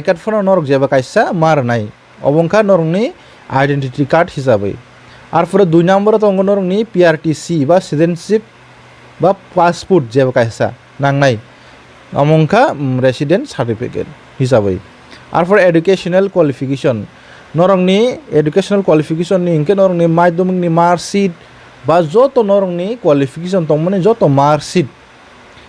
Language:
Kok Borok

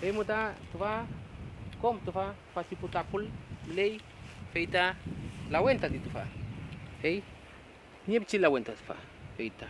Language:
Mapuche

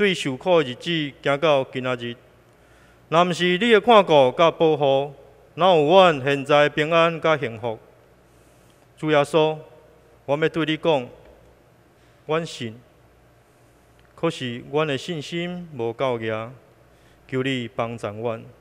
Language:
Min Nan Chinese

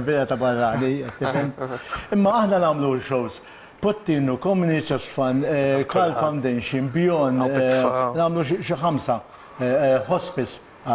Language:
Maltese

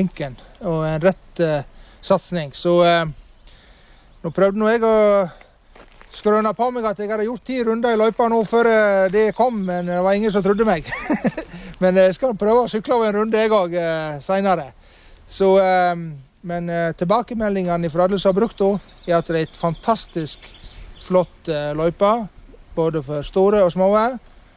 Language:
Norwegian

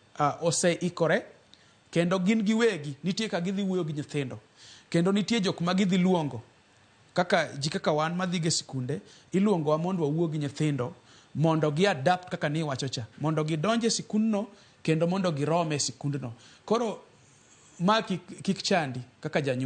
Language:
Luo (Kenya and Tanzania)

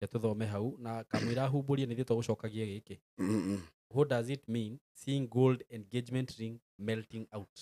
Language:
Kikuyu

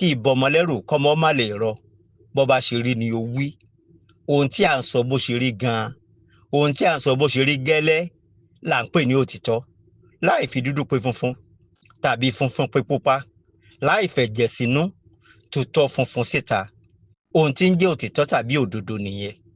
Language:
Yoruba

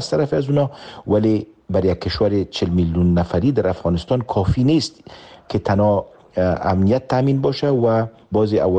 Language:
Persian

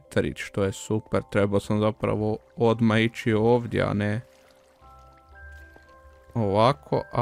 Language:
Croatian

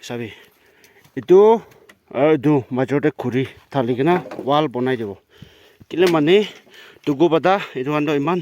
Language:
Naga Pidgin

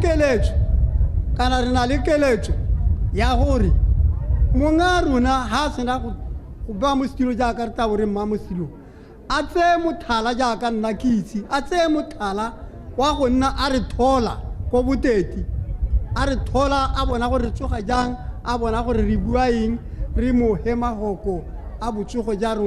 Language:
Tswana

